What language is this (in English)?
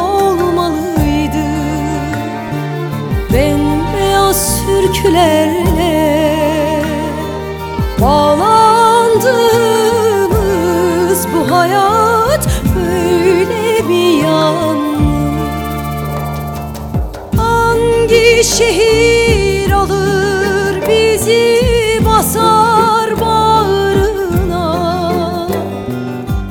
Turkish